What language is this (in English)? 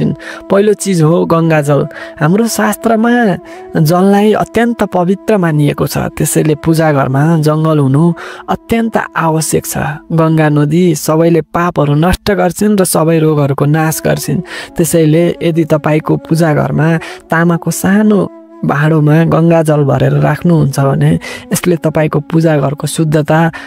Nepali